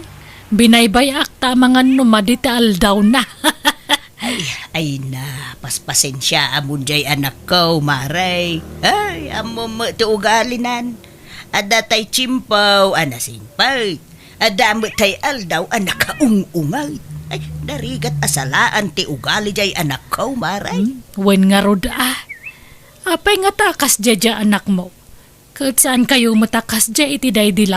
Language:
Iloko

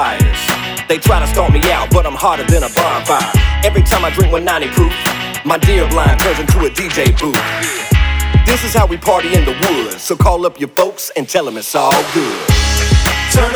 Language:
English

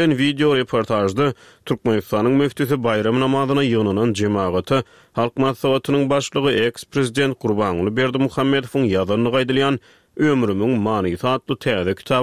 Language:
Turkmen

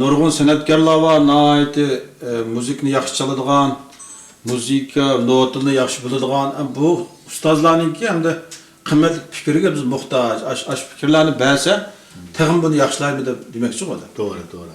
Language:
Uyghur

